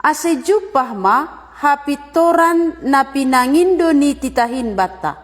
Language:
Batak Simalungun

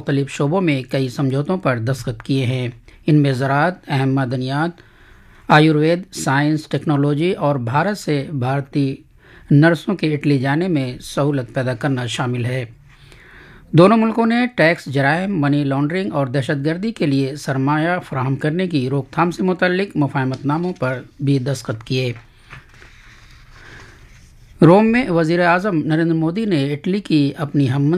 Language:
Urdu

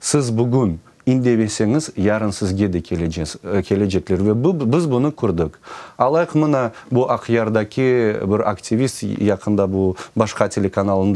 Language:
Crimean Tatar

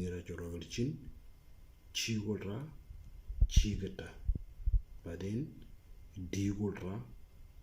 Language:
Moro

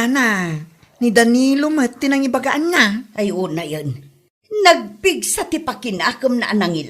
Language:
Iloko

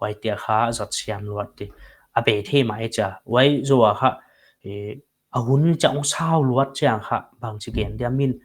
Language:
Paite Chin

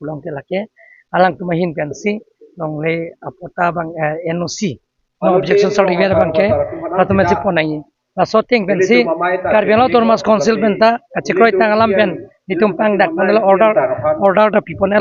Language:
Karbi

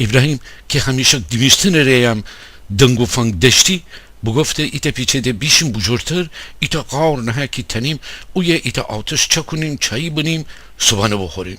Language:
Gilaki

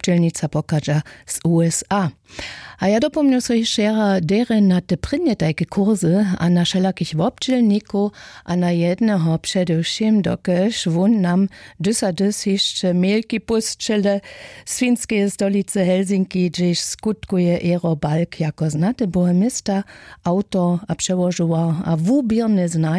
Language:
Upper Sorbian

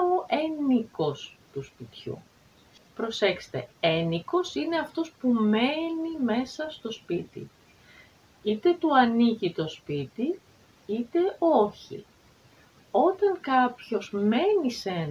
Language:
Greek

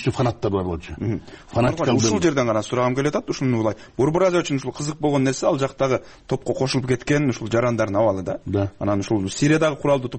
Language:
Kyrgyz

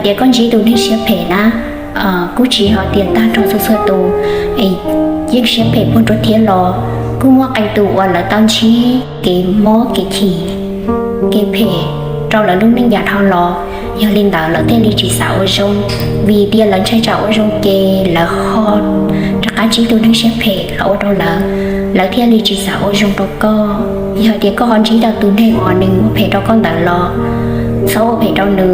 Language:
Hmong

